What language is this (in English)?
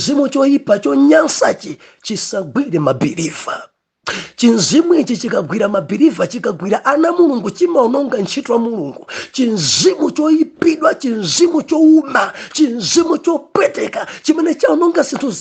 Nyanja